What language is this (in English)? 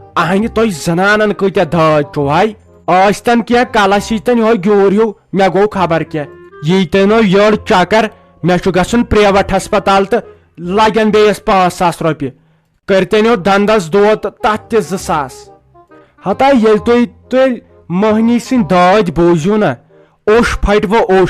Kashmiri